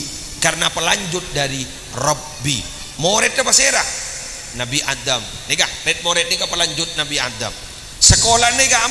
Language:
Madurese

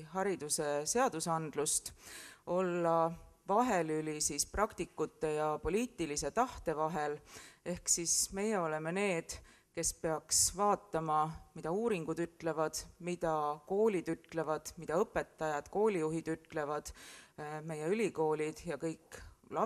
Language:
Estonian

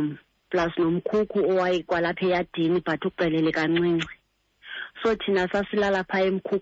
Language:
Xhosa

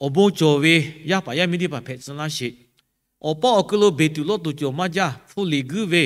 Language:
Lahu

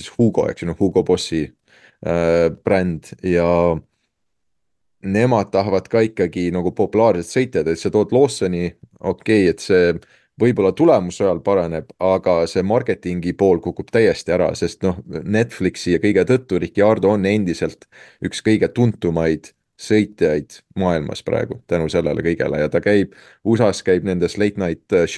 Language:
Estonian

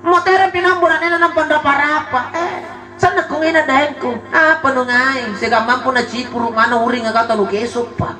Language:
Makasar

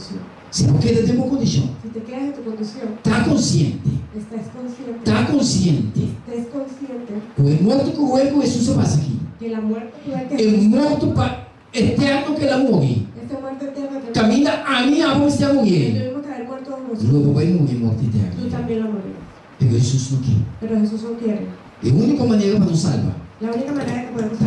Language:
Papiamento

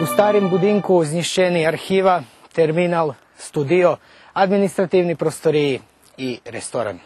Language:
Rusyn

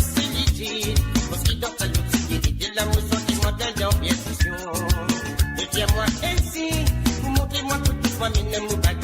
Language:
Morisyen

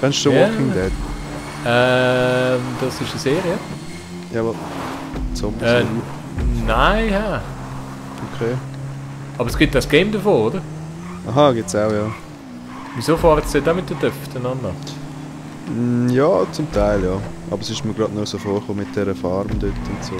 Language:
Swiss German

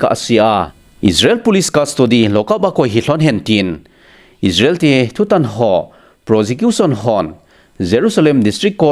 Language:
Thado Chin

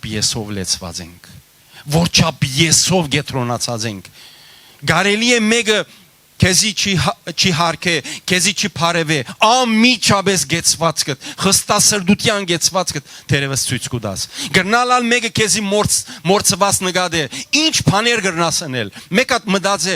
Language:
Western Armenian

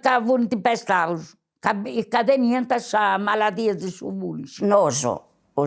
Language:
Sardinian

